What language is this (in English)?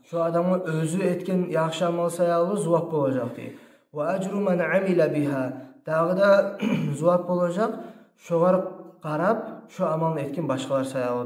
Kumyk